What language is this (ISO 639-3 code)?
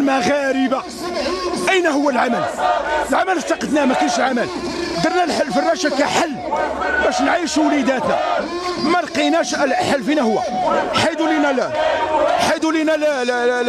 ary